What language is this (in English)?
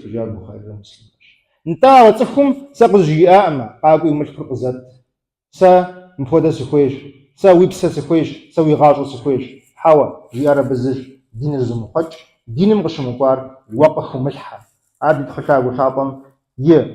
Kabardian